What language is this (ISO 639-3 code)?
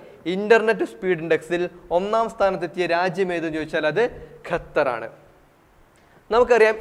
mal